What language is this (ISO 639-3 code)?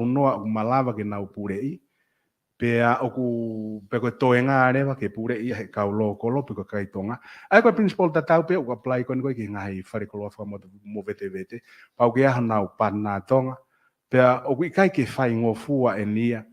ton